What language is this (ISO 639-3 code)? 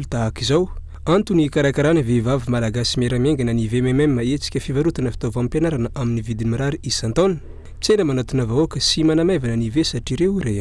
mlg